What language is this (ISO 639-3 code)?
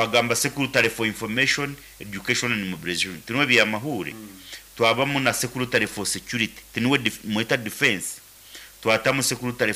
nyn